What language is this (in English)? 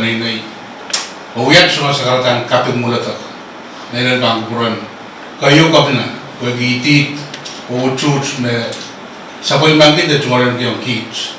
Pohnpeian